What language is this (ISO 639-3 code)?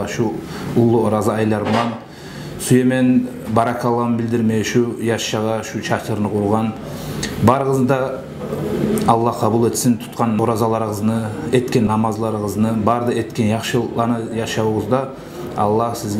kum